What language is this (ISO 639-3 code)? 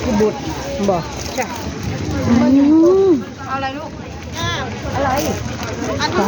tts